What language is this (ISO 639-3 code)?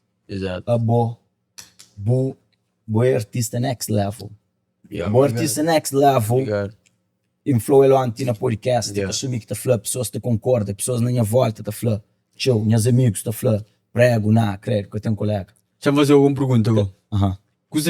kea